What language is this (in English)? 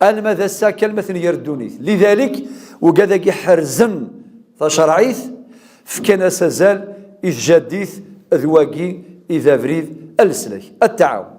Kabyle